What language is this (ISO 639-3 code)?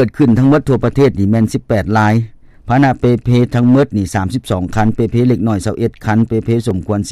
lao